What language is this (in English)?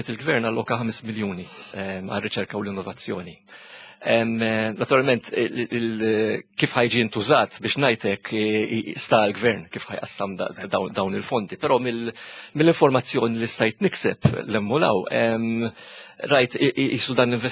Maltese